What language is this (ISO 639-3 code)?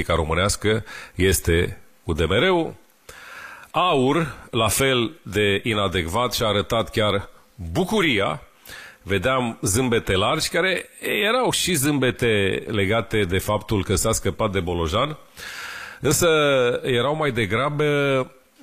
ron